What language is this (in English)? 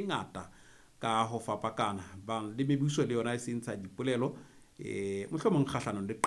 Southern Sotho